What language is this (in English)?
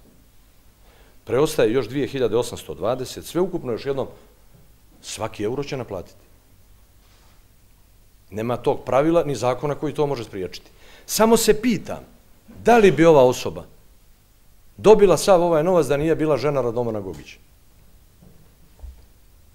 Bosnian